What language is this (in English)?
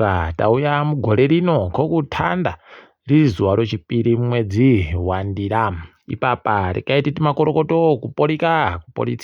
Ndau